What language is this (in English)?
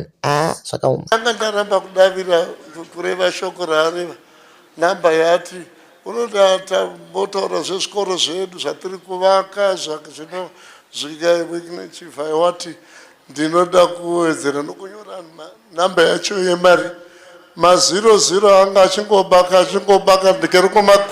Shona